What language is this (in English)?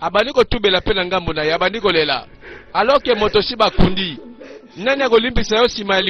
Lingala